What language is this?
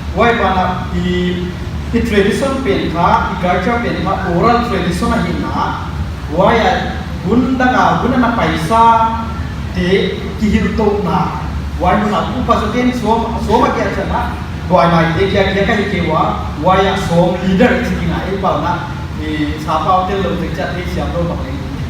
Paite Chin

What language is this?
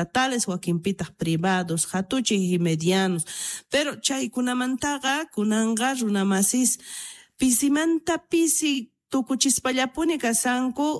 South Bolivian Quechua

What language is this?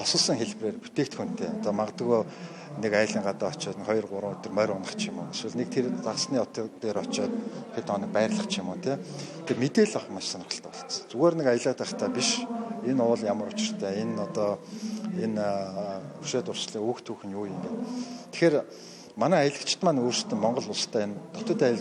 Mongolian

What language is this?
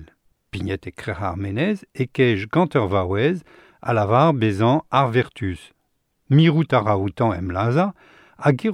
Breton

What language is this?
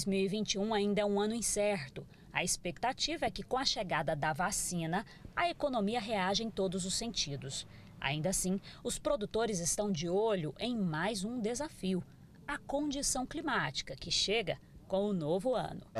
Portuguese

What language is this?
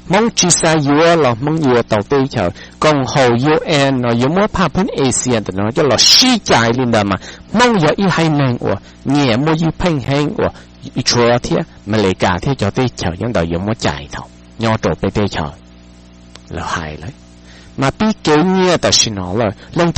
Hmong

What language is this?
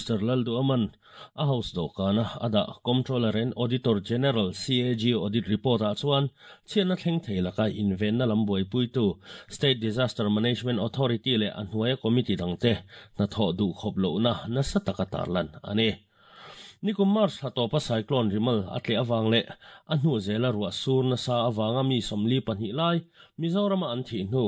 Mizo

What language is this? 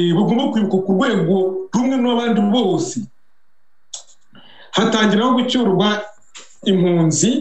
Kinyarwanda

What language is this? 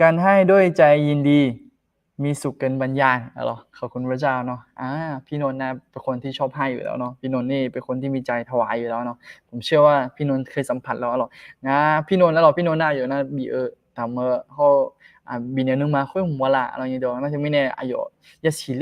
Akha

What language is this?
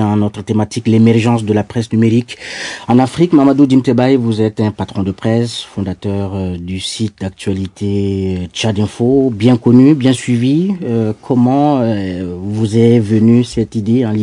French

